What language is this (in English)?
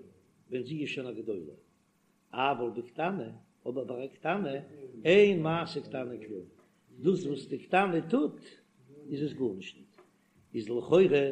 Yiddish